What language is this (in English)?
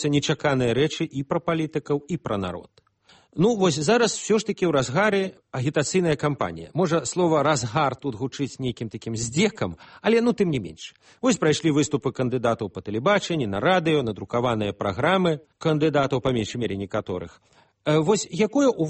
Belarusian